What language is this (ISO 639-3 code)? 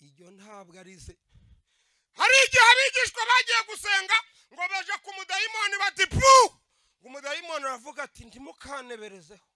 kin